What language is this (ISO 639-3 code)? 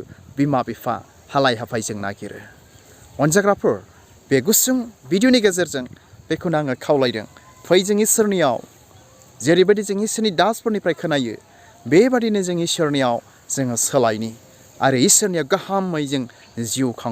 brx